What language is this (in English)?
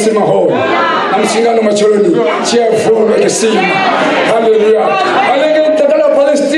Venda